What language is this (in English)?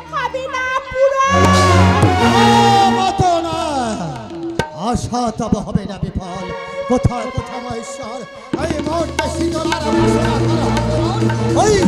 Bangla